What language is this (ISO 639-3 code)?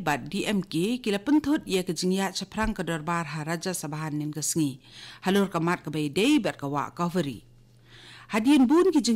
kha